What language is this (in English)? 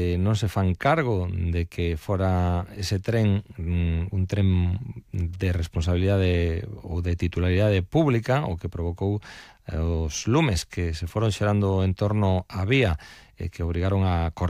Galician